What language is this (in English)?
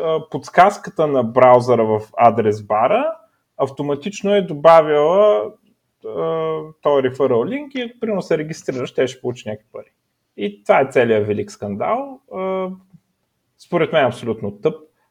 Bulgarian